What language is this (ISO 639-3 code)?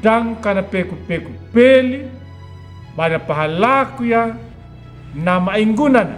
akg